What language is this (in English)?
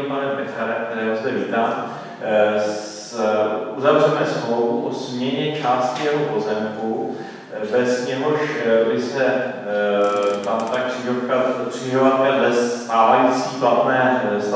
Czech